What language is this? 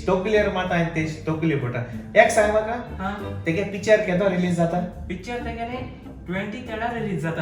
Konkani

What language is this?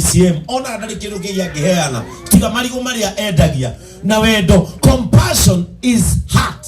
Kikuyu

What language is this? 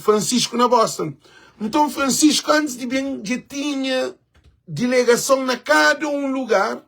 Kabuverdianu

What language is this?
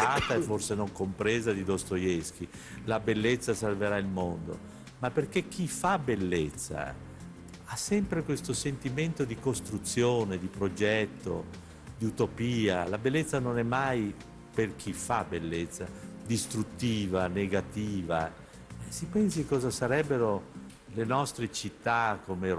Italian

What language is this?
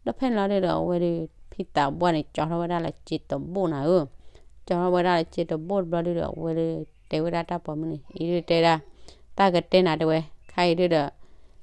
S'gaw Karen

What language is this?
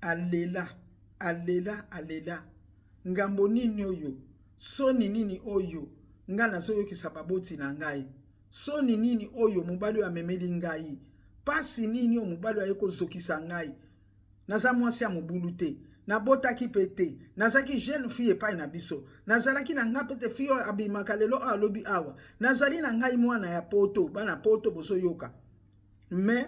Lingala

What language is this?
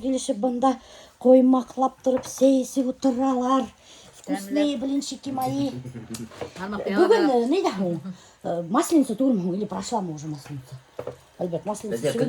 Bashkir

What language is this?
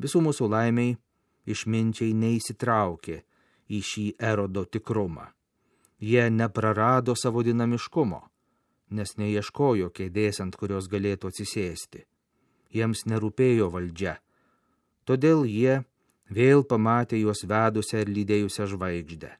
Lithuanian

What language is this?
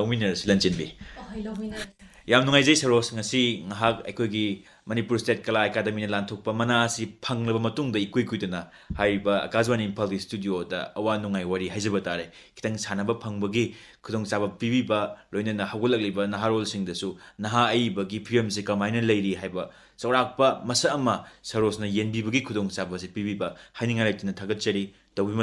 Manipuri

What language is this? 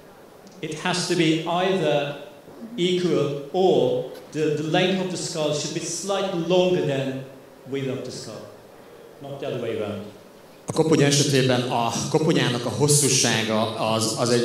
Hungarian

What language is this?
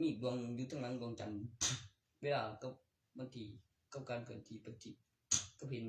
Northeastern Thai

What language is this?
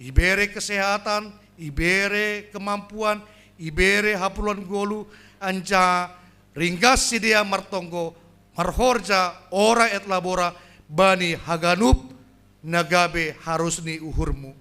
Batak Simalungun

